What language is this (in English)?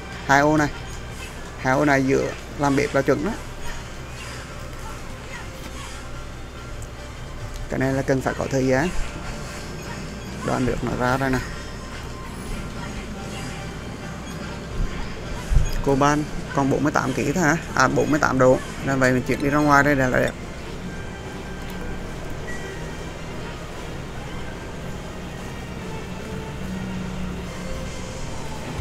Vietnamese